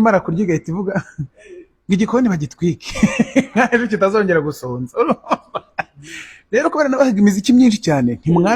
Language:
Kinyarwanda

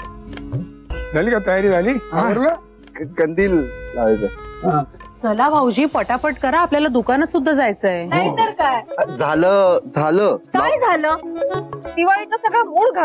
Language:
Marathi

